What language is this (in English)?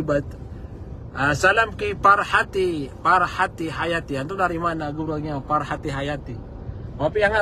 Maranao